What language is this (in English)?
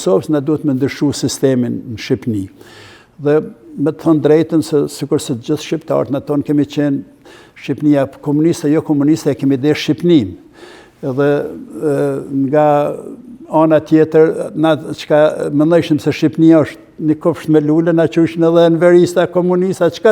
Albanian